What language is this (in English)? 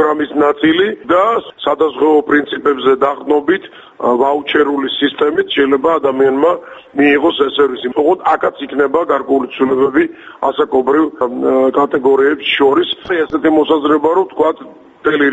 Georgian